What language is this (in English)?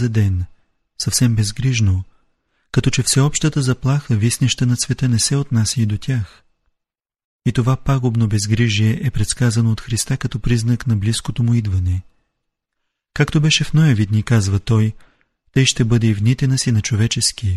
Bulgarian